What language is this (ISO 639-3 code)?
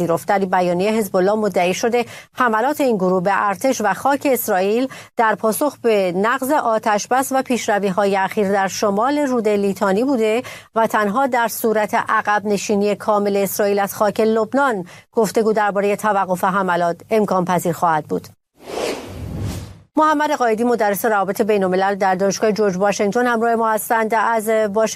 fas